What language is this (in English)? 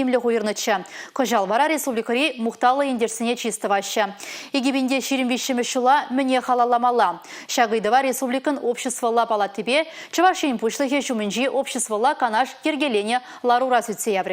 Chuvash